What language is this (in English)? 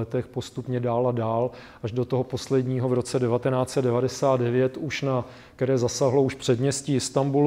Czech